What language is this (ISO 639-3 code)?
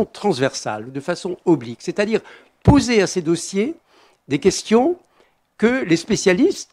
fra